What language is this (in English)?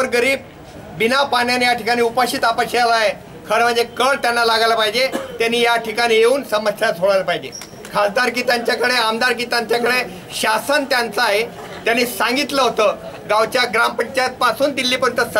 Marathi